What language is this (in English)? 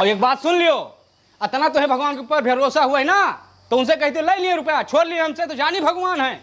Awadhi